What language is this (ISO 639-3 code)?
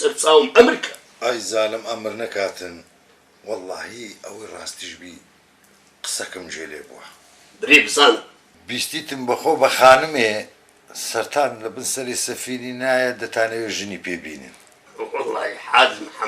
ckb